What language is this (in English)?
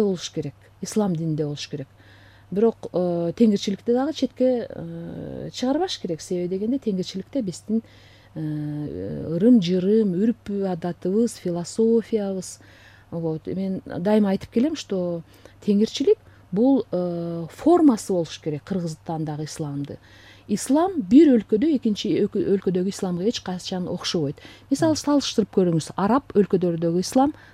Kyrgyz